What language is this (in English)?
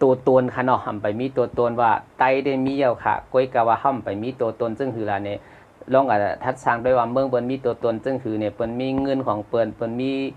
Shan